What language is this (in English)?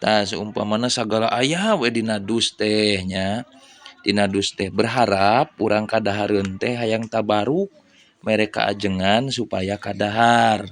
Sundanese